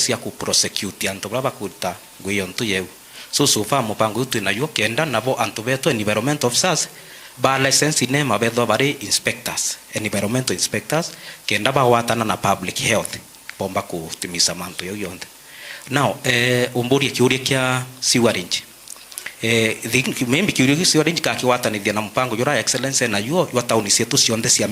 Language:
Meru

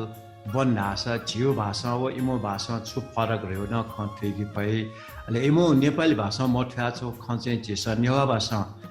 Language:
Newari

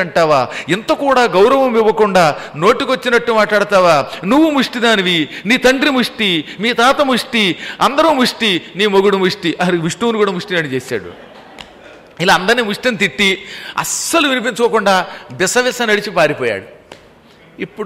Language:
Telugu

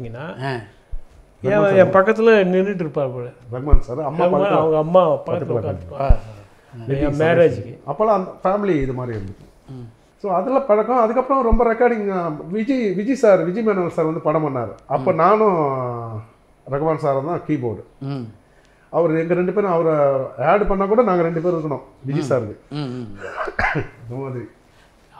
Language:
Tamil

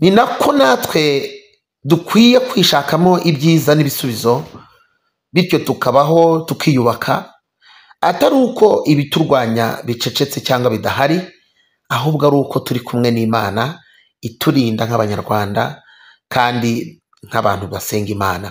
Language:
Kinyarwanda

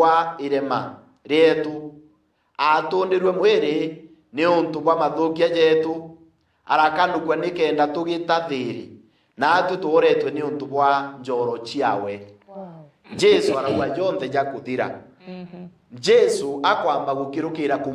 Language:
Meru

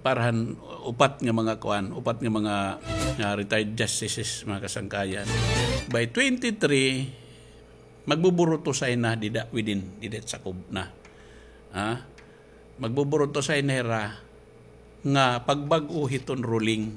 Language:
Waray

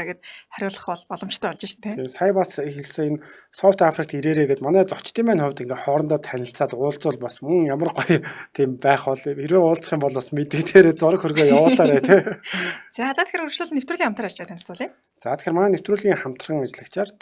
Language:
Mongolian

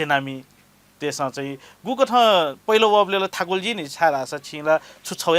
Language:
Newari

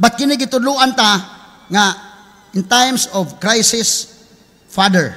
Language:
Cebuano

